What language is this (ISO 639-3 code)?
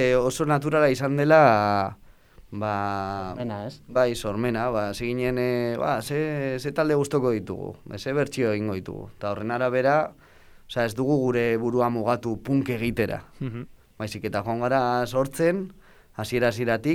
eus